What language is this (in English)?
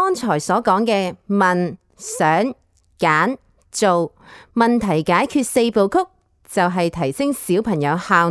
Cantonese